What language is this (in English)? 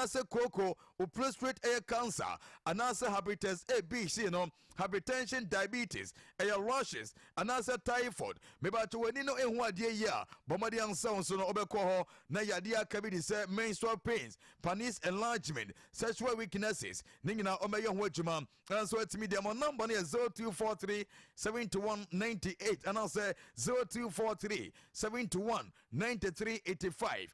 Akan